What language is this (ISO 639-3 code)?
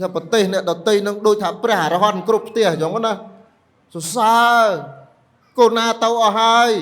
khm